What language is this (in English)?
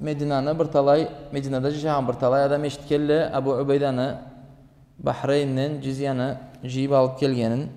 Karachay-Balkar